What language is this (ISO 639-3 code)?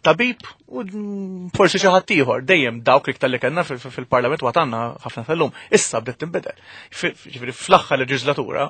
mlt